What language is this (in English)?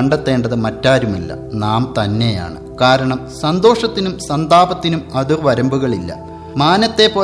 Malayalam